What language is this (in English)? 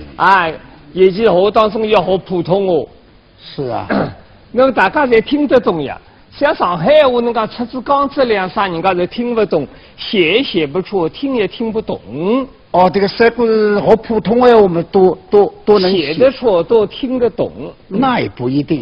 Wu Chinese